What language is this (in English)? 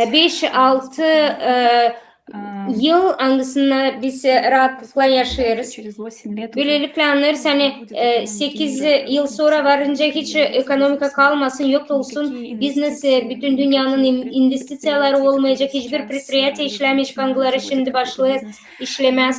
Gagauz